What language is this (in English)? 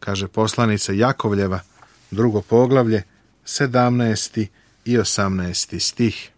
Serbian